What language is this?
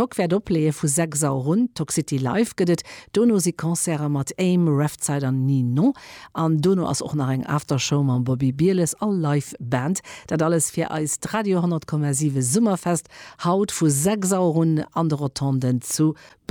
Luxembourgish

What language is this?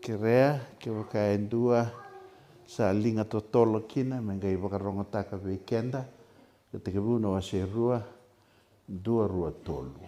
Fijian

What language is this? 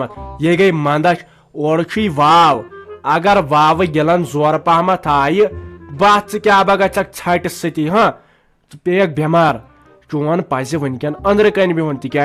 Kashmiri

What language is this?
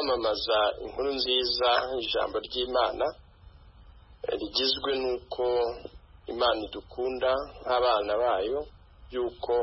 Kinyarwanda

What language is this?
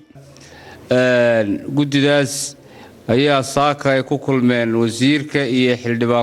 Somali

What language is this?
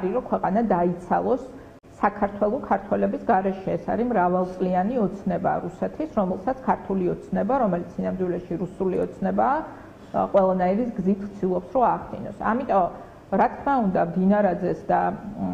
Georgian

